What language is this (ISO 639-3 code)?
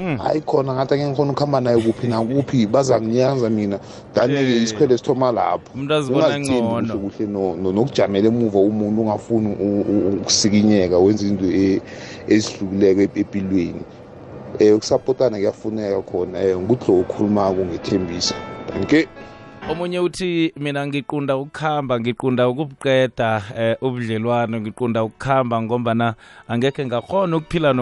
nbl